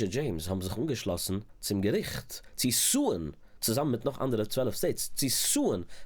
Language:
Yiddish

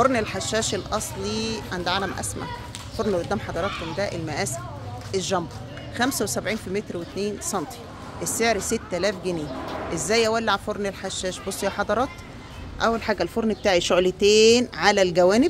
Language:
Egyptian Arabic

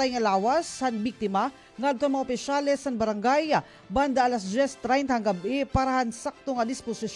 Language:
Waray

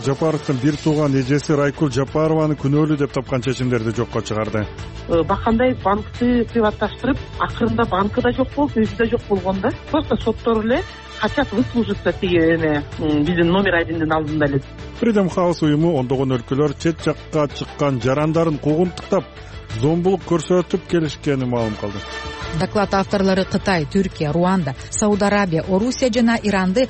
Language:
Kyrgyz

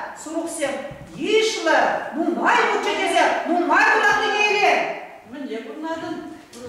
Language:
Chuvash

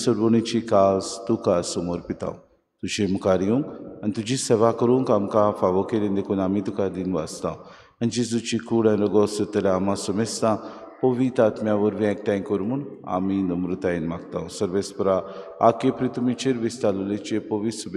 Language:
Konkani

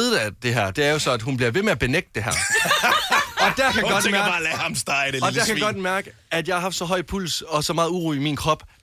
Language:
Danish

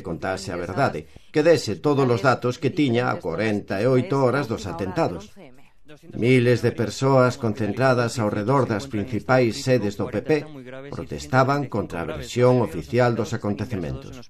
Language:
Galician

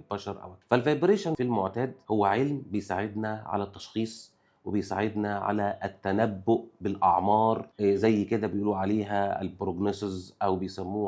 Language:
Egyptian Arabic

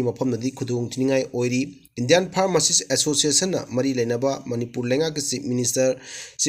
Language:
Manipuri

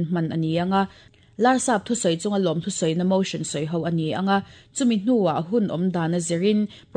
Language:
Mizo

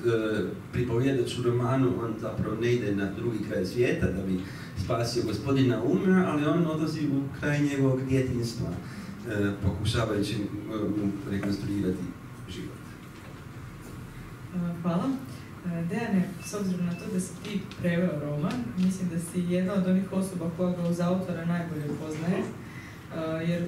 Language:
Croatian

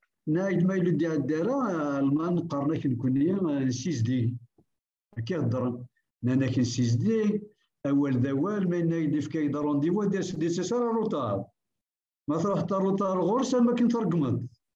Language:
Kabyle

